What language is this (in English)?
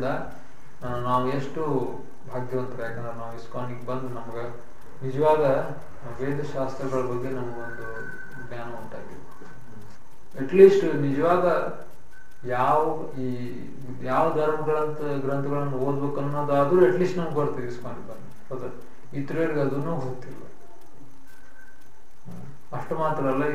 Kannada